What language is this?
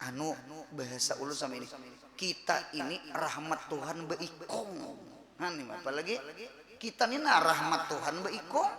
Banjar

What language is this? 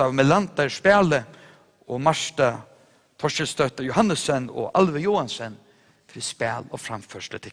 Faroese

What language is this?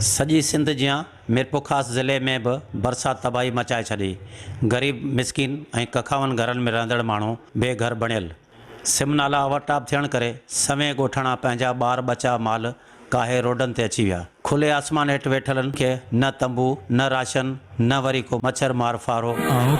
Sindhi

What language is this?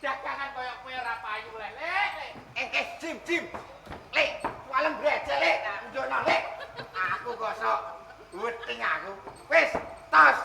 Javanese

